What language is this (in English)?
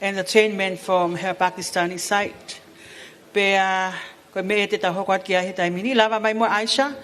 Tongan